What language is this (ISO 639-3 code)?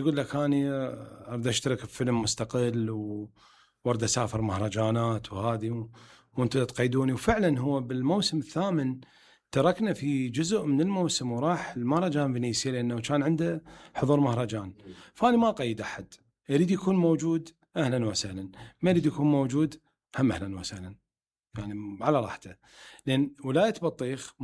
acm